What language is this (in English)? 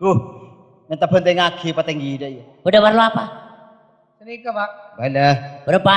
Madurese